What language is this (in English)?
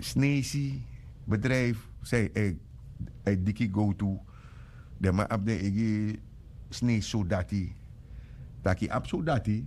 Sranan Tongo